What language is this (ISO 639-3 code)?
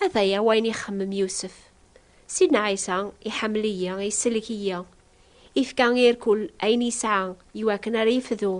kab